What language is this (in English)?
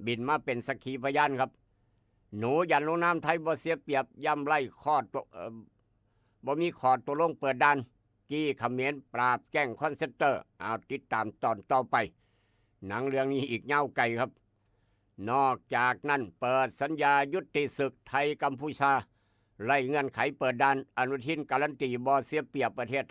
Northeastern Thai